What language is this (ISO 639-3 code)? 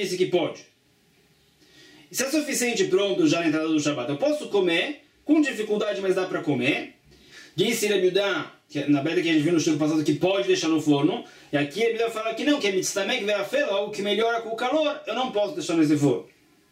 por